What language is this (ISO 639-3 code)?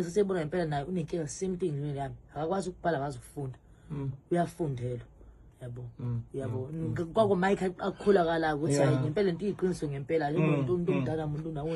zul